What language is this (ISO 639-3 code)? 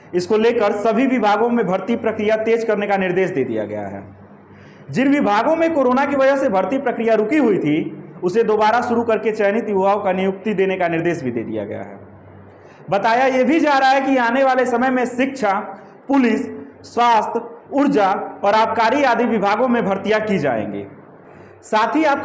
hin